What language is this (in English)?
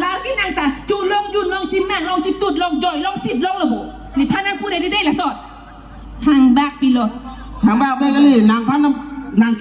Karbi